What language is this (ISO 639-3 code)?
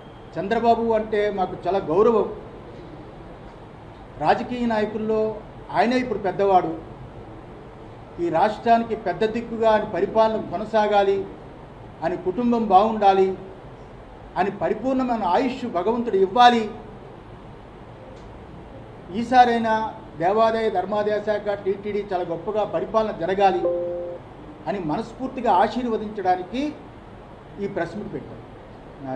tel